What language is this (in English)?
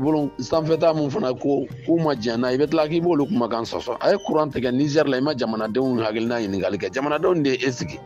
Bambara